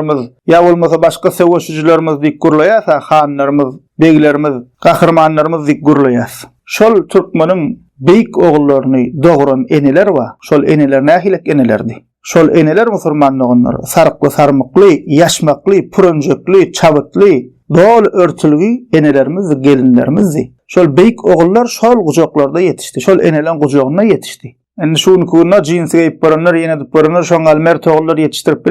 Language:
Turkmen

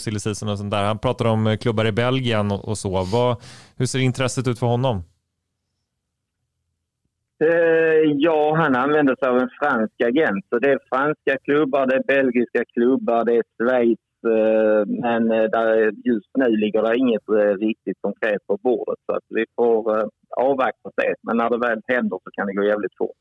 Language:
Swedish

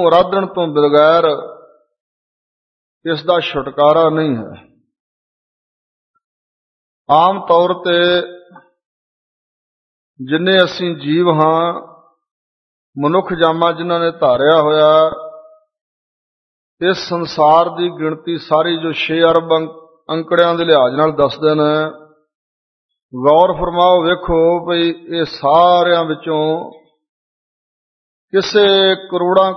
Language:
Punjabi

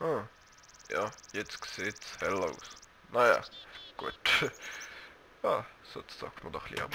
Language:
Swiss German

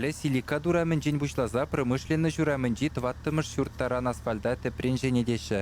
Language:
Chuvash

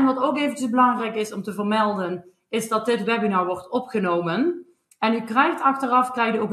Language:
Dutch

